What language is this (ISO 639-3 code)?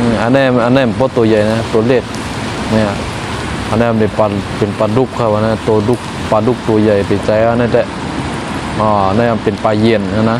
shn